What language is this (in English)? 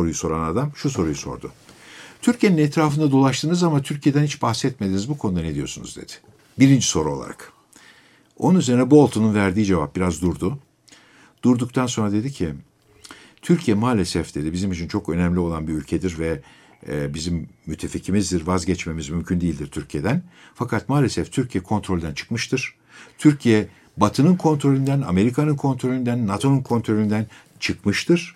Turkish